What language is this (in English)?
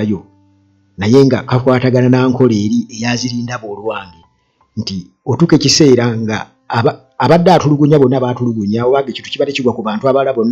Ganda